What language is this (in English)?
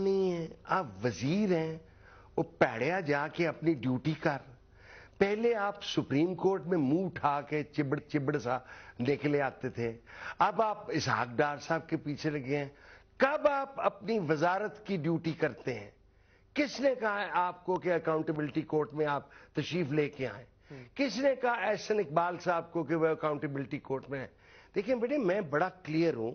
Urdu